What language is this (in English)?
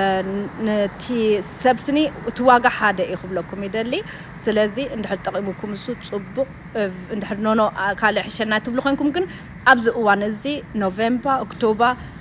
Tigrinya